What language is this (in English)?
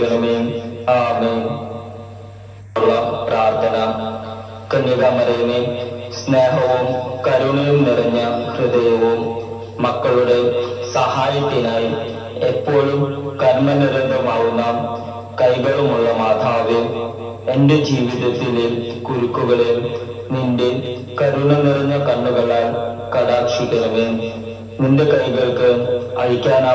Malayalam